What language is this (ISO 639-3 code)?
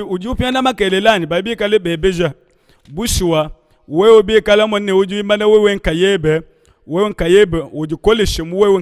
lua